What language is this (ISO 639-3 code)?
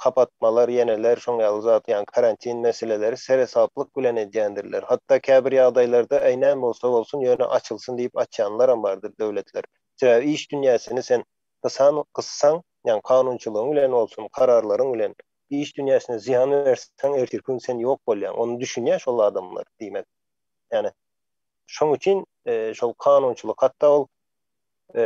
tuk